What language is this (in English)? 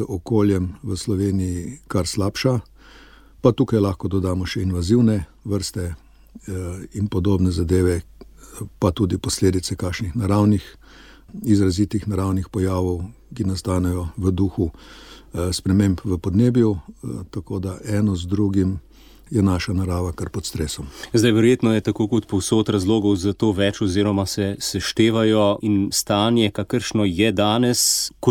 Slovenian